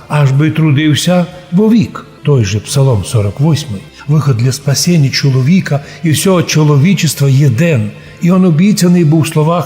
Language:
Rusyn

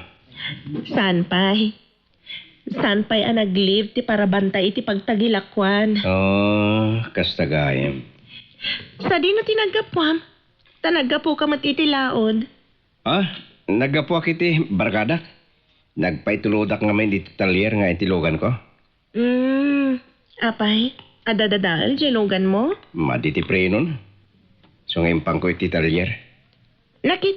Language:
Iloko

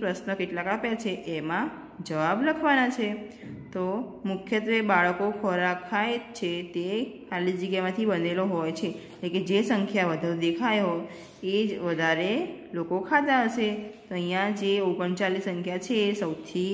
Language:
Gujarati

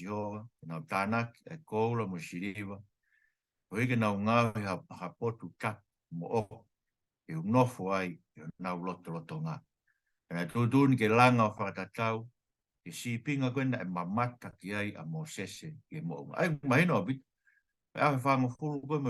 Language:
Tongan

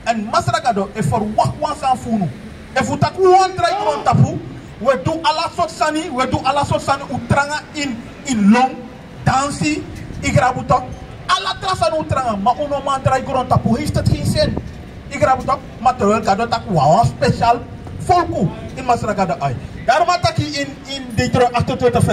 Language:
Sranan Tongo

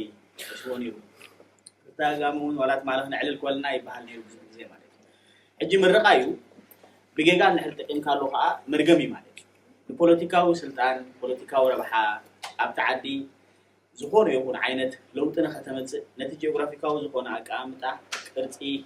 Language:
Tigrinya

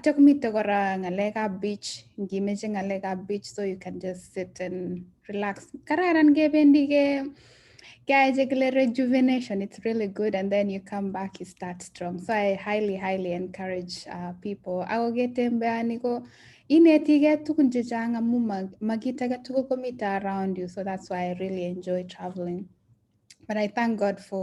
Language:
Kalenjin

